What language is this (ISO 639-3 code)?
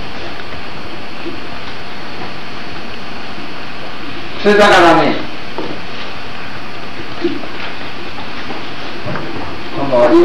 jpn